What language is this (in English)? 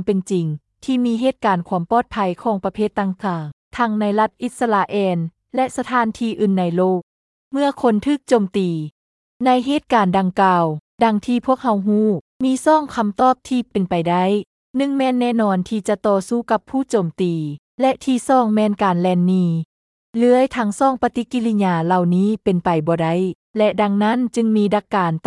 Lao